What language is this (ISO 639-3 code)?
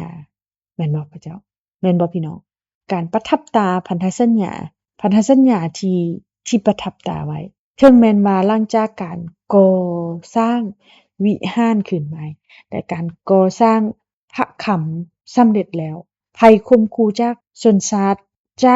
lao